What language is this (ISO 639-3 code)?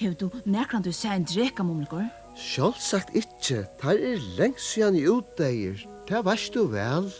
fao